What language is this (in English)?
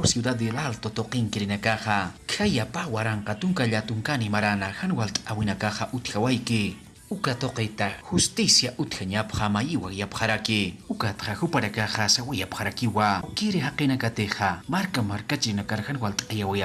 Aymara